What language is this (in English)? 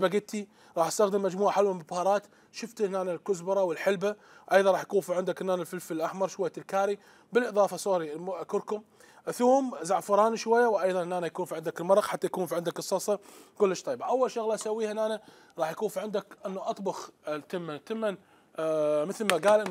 Mesopotamian Arabic